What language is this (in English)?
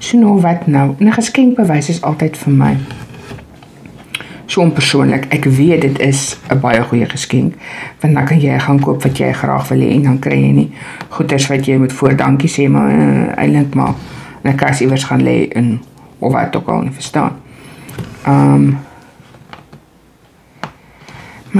Afrikaans